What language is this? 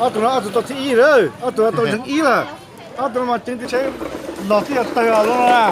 Hmong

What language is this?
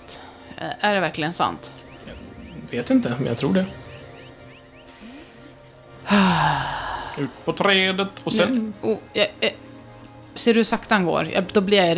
Swedish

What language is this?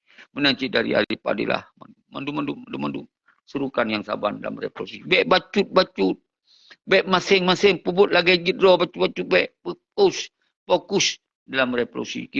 Achinese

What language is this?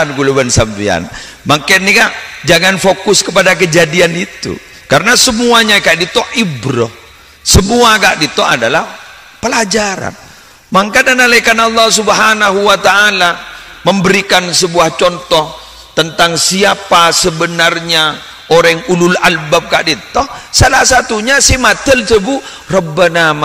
Madurese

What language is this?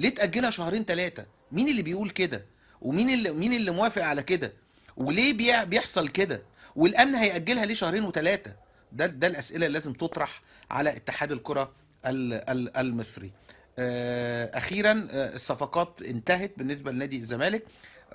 Egyptian Arabic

